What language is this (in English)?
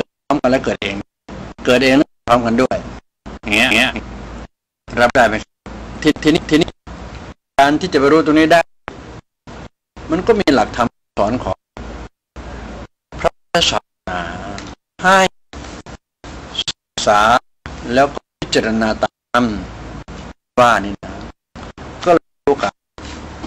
Thai